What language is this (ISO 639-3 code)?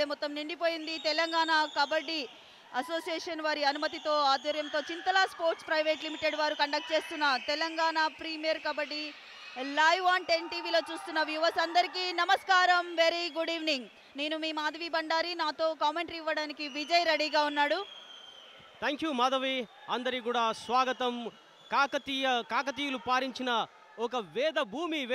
tel